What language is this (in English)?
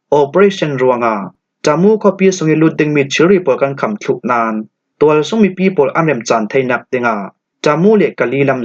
Falam Chin